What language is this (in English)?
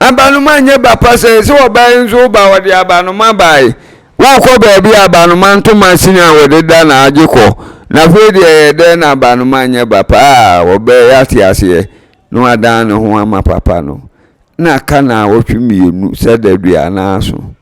Akan